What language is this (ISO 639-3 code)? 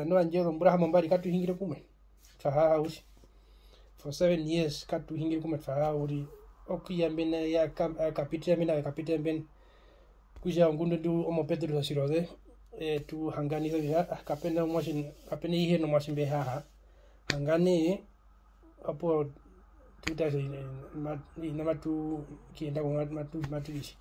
her